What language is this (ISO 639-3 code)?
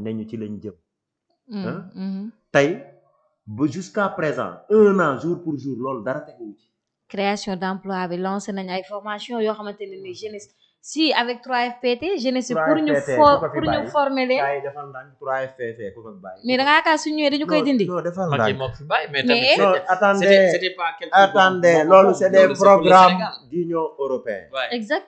wol